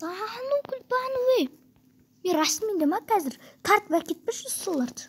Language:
Kazakh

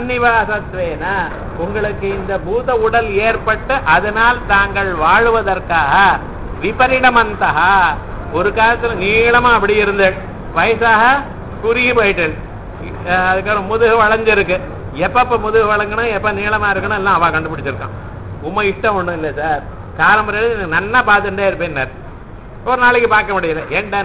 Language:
Tamil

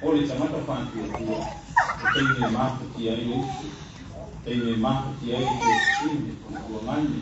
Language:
Samoan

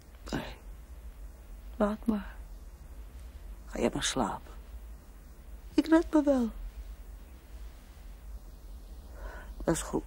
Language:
Dutch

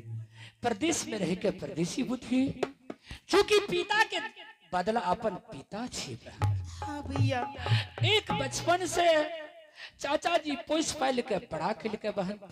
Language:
Angika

